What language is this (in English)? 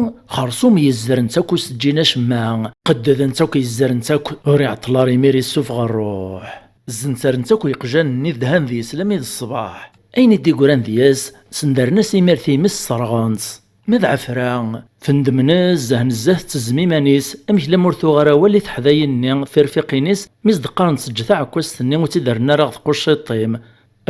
Kabyle